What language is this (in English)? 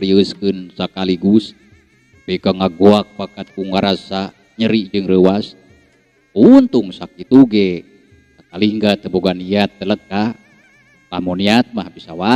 Sundanese